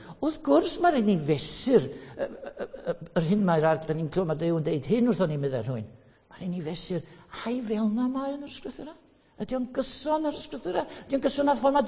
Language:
Welsh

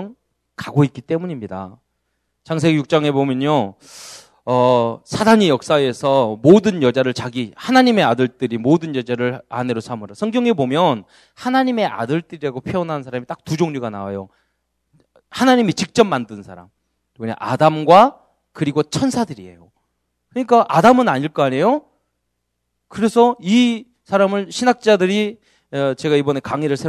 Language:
Korean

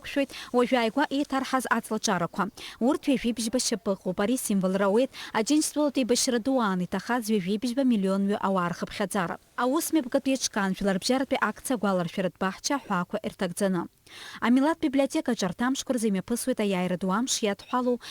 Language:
Abkhazian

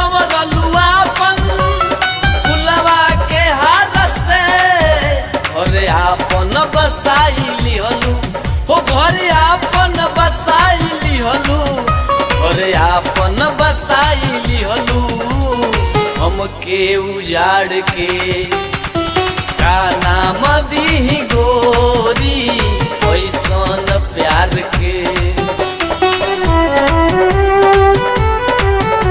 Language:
Bhojpuri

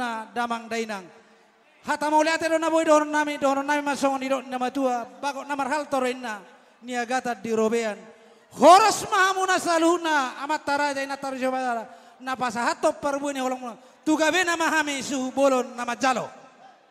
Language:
Batak Toba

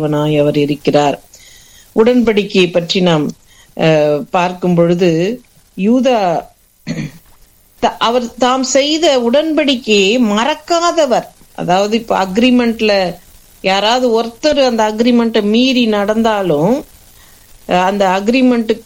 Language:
Tamil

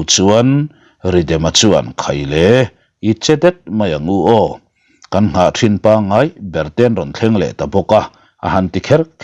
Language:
Mizo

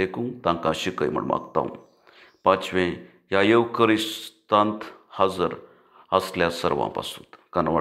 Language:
Konkani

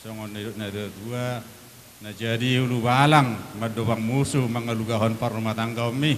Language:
Batak Toba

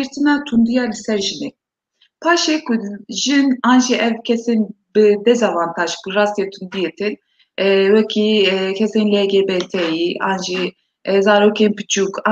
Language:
Kurdish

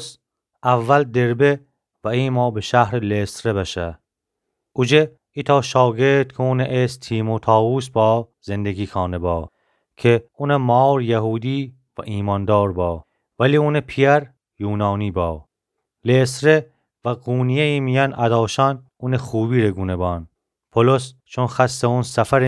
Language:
Gilaki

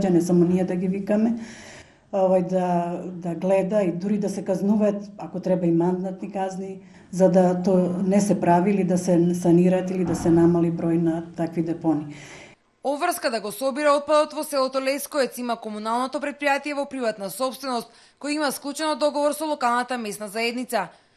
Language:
Macedonian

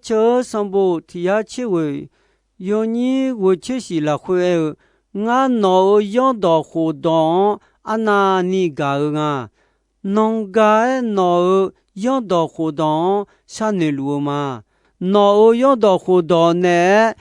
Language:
Akha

